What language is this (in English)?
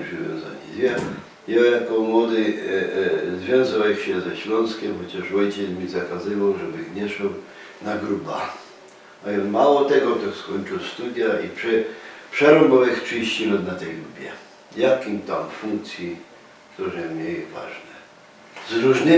Silesian